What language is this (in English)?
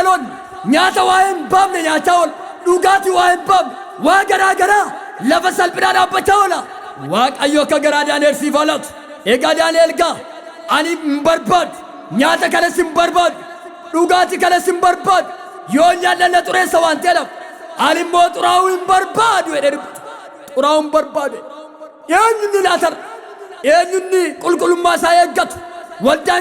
Oromo